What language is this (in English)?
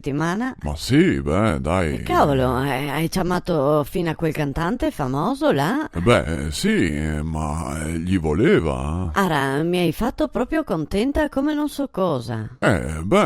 Venetian